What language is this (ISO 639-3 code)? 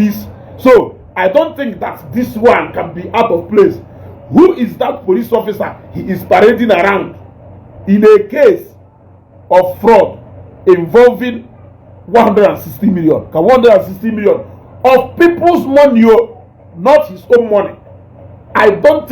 ibo